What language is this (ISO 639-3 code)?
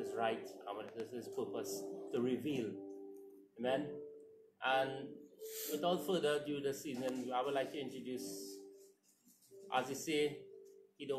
eng